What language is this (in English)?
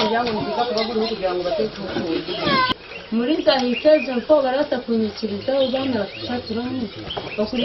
Nyankole